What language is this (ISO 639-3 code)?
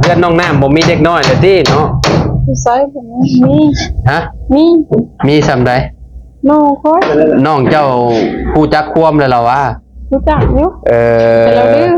lao